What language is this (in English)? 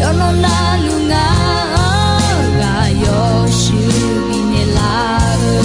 Akha